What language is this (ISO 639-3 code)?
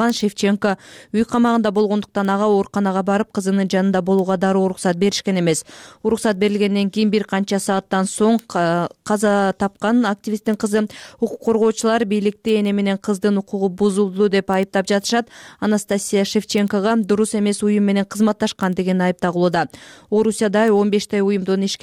kir